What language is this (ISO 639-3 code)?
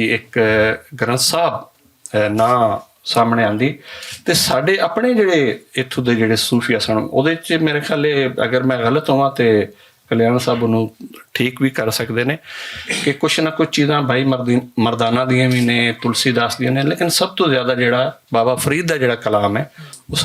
lah